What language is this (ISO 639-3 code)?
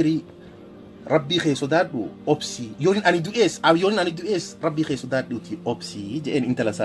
orm